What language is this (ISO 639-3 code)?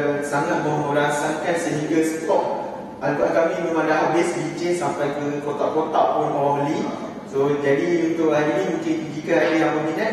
msa